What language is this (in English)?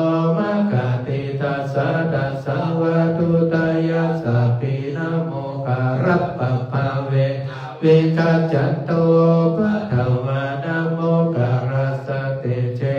Pali